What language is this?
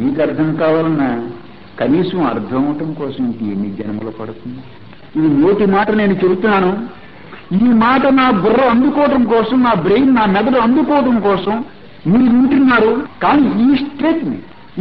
Telugu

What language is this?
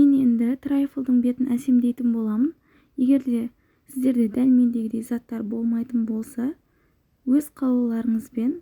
Kazakh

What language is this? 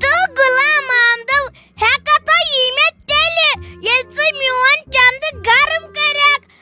Kashmiri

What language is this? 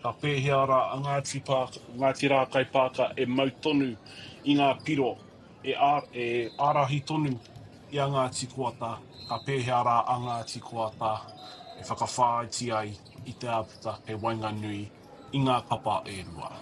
Māori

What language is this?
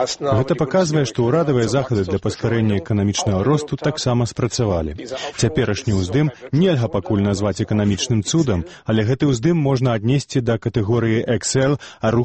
Belarusian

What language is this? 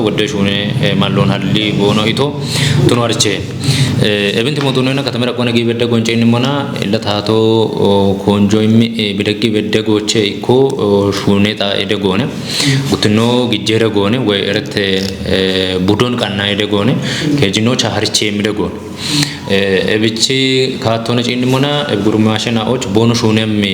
Kafa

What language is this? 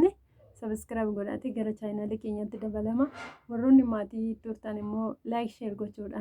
Oromo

